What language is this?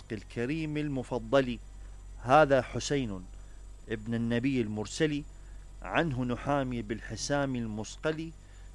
Mesopotamian Arabic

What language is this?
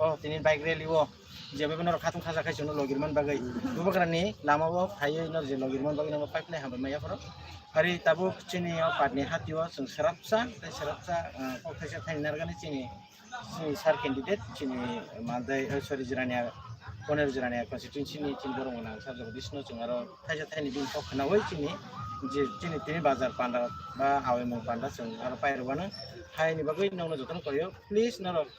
Kok Borok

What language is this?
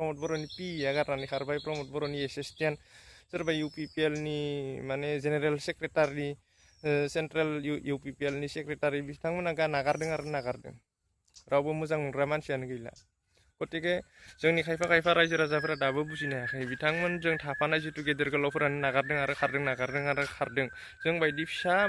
Bodo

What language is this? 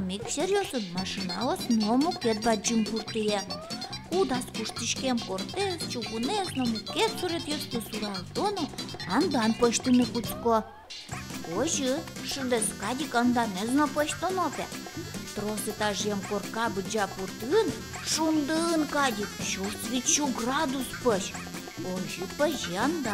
Udmurt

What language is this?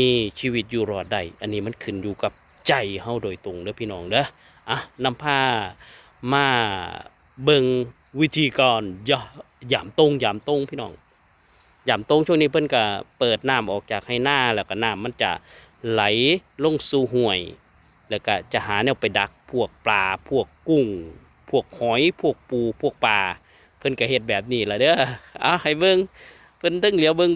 Lao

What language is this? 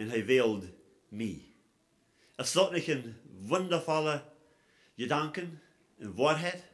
Plautdietsch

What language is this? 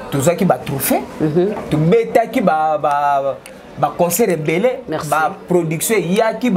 Lingala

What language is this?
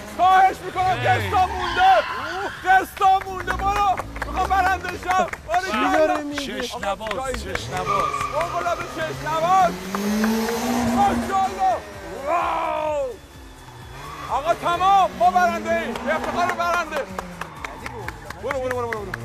Persian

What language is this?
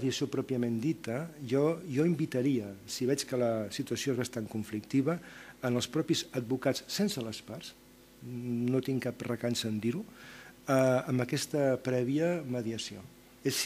Catalan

